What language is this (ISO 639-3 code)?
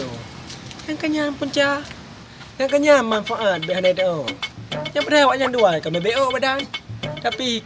ace